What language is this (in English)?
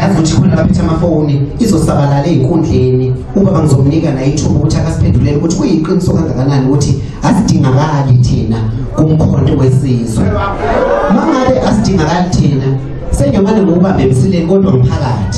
Zulu